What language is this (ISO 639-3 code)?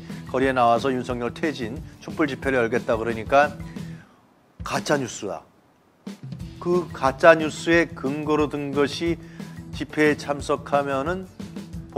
kor